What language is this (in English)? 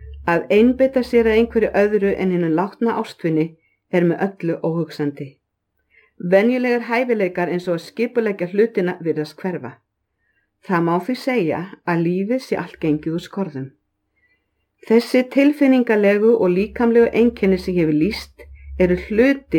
Icelandic